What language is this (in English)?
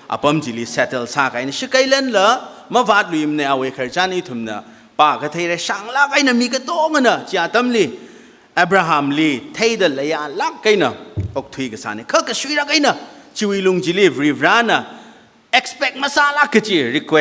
Tangkhul Naga (India)